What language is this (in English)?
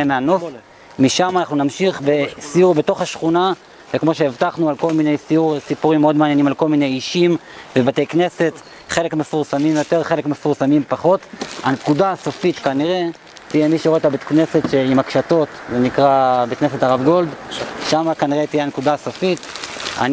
Hebrew